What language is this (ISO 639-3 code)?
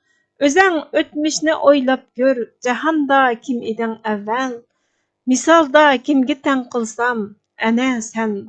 uig